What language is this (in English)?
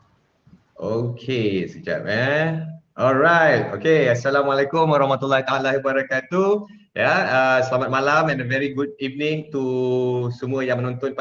Malay